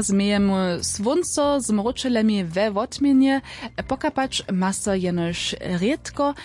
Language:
Upper Sorbian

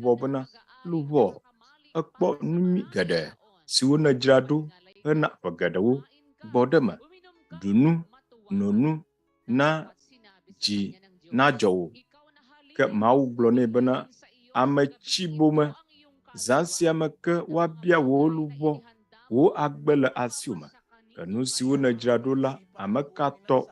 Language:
Ewe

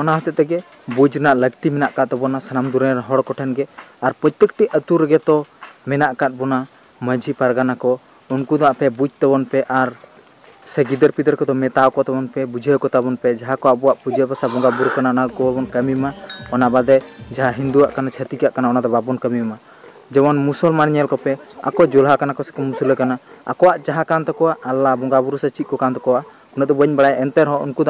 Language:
Santali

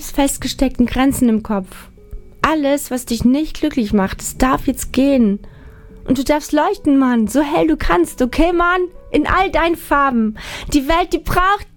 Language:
German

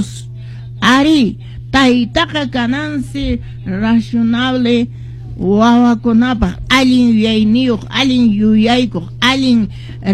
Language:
Quechua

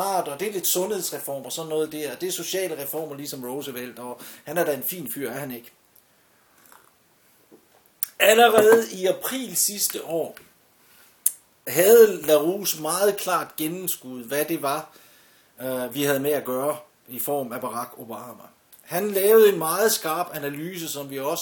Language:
Danish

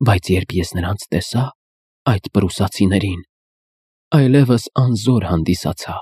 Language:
Armenian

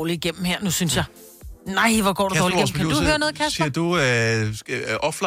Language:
Danish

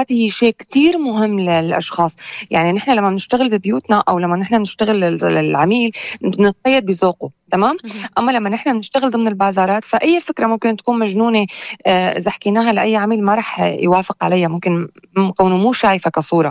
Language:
North Levantine Arabic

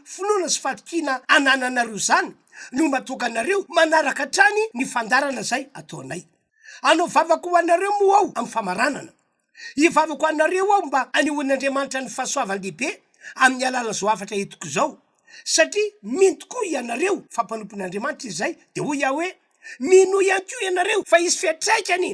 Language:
Malagasy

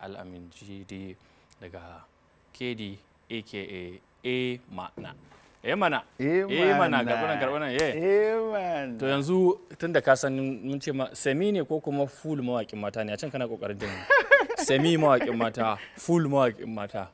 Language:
Hausa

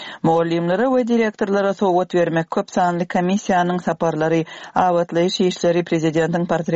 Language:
Turkmen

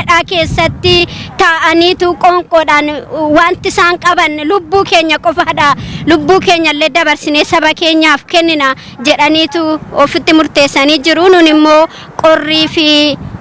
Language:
Oromo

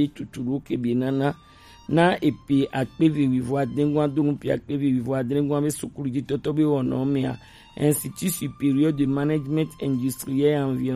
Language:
Gen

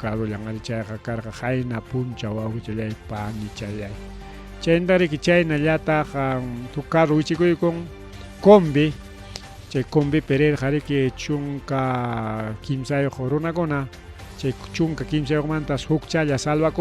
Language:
Ayacucho Quechua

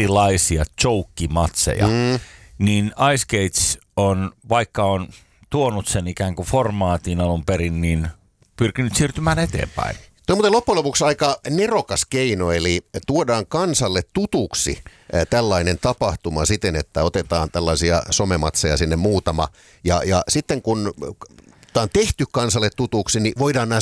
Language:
Finnish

